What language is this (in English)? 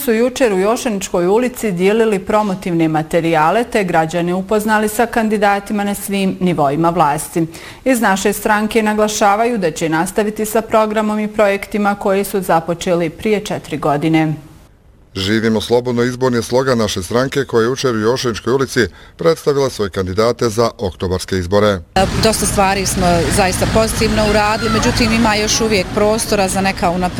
Bosnian